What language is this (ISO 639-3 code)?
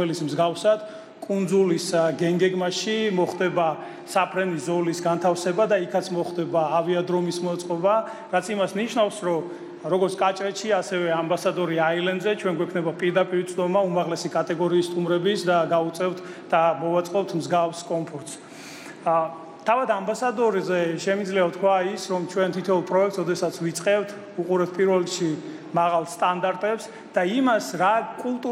kat